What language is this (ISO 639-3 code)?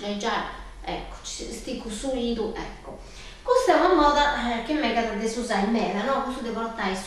srd